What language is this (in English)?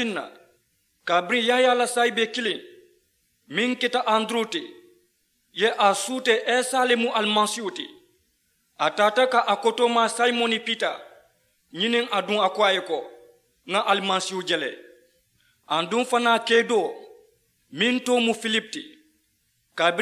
Mandingo